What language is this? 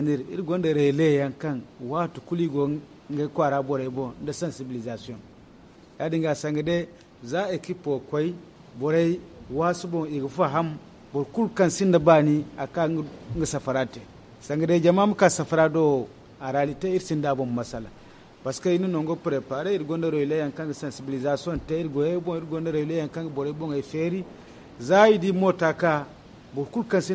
Zarma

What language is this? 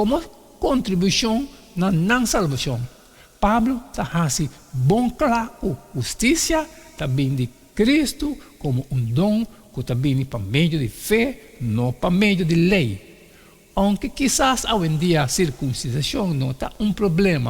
Papiamento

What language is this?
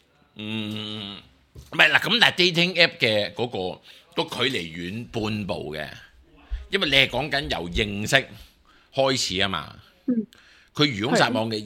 Cantonese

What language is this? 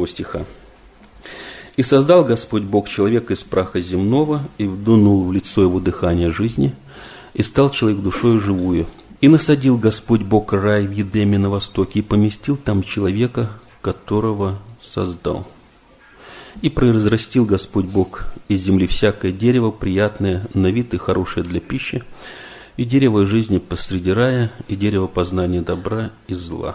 Russian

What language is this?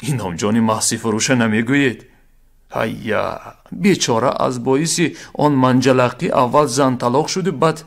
Tajik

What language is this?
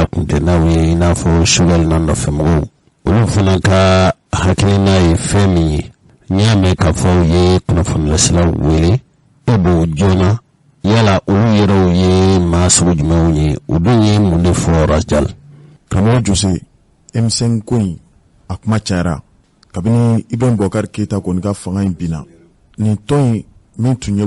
Bambara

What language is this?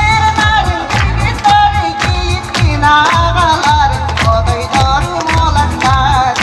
Yakut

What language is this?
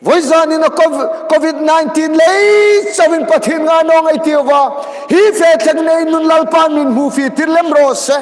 Hmar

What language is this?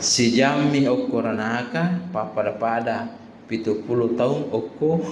Buginese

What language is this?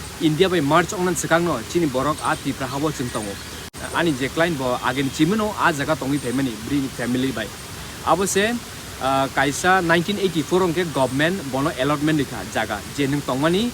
Kok Borok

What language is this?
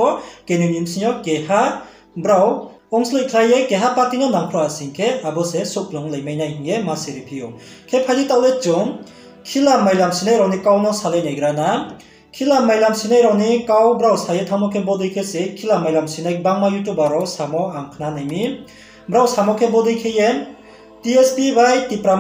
Riang (India)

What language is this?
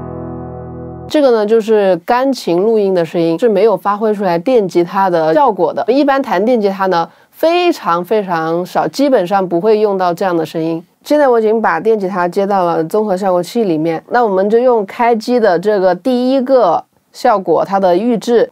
Chinese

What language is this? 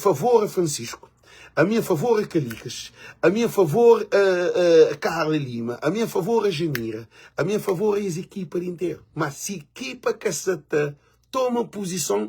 Kabuverdianu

